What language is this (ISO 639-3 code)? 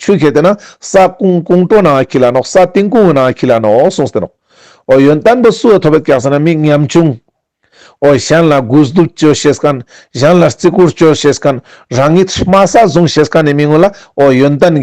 lbj